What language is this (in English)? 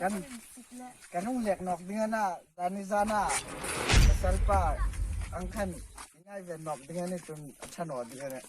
Hmar